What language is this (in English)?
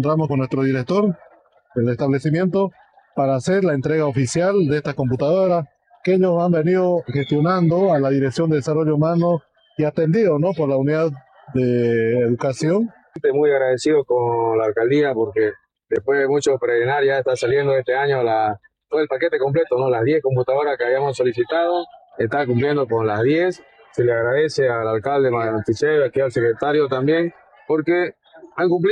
Spanish